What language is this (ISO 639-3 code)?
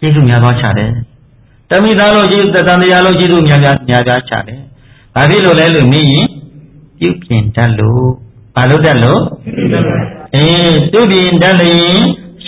mya